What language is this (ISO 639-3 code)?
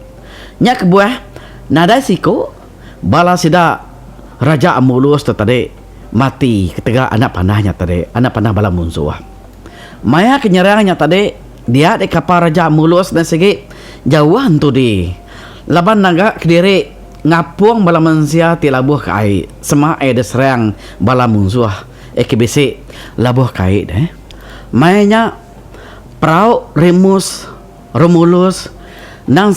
iba